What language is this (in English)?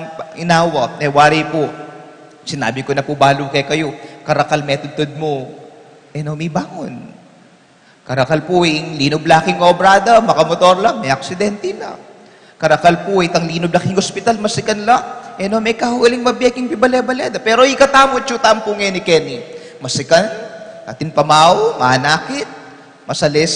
Pampanga